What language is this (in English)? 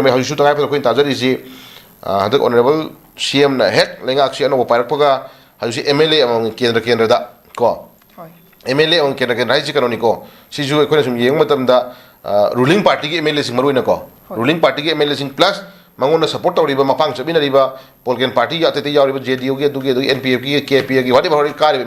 Manipuri